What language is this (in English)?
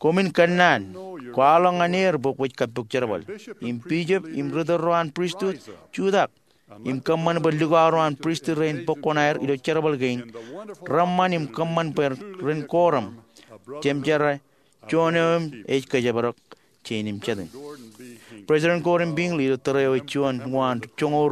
Marshallese